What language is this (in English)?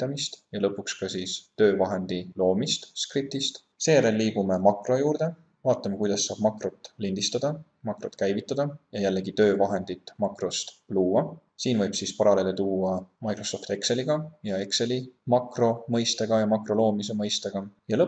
Estonian